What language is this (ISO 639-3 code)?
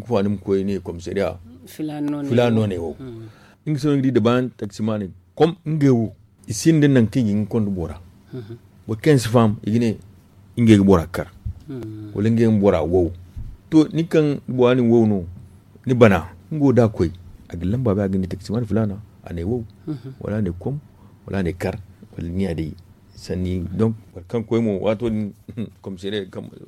dje